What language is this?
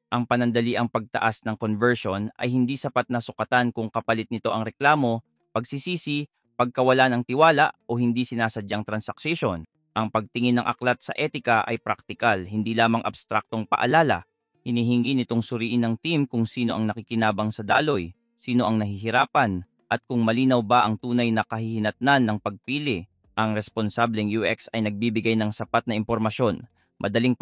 Filipino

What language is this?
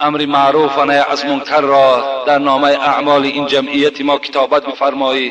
Tajik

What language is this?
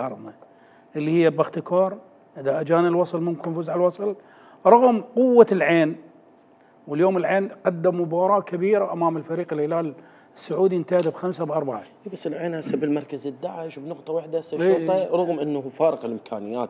Mesopotamian Arabic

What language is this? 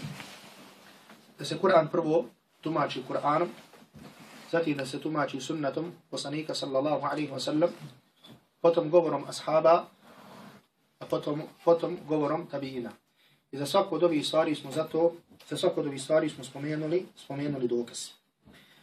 Bosnian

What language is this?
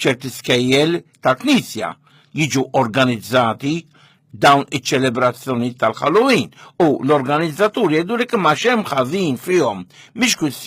Maltese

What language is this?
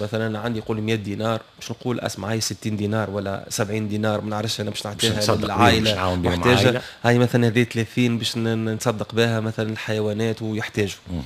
Tunisian Arabic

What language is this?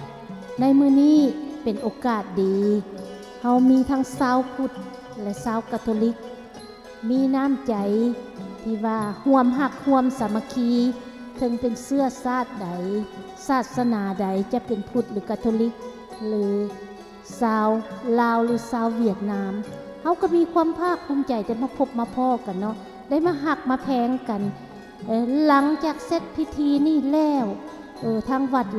Lao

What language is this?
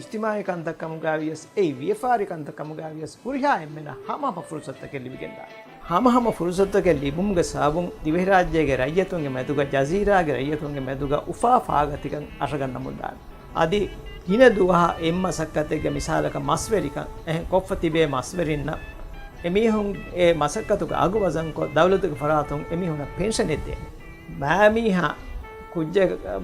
Divehi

